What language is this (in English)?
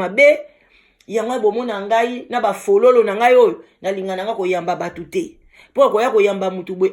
Lingala